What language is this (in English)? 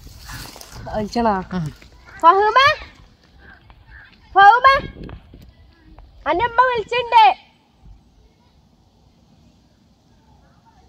Malayalam